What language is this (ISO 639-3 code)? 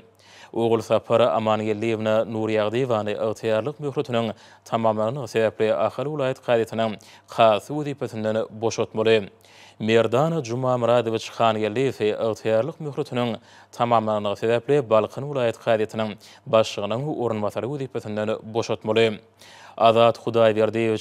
tuk